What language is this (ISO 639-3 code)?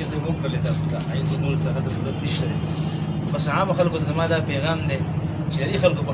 pus